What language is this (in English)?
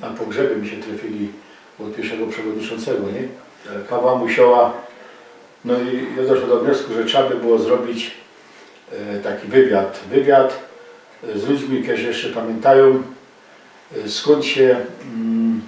Silesian